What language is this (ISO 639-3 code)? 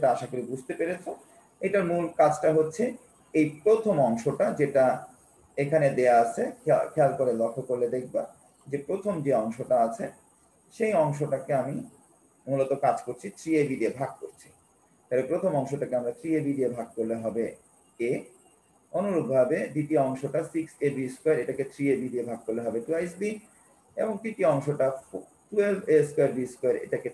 ben